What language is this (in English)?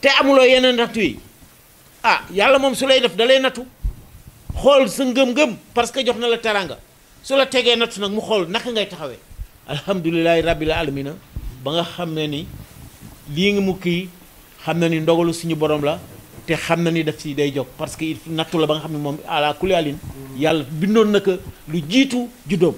Wolof